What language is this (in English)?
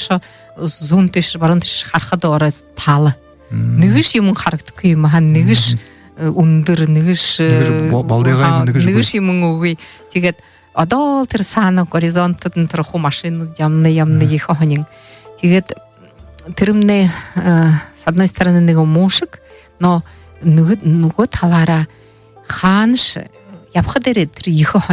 Buriat